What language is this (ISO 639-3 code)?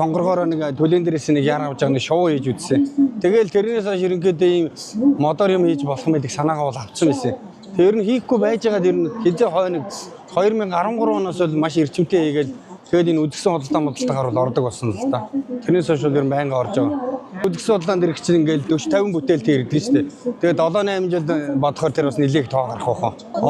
mon